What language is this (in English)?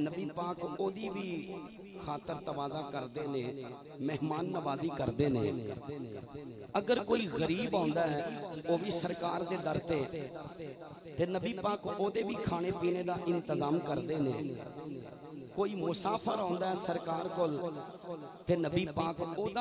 Western Panjabi